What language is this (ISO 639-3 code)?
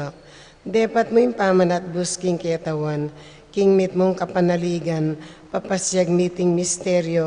pam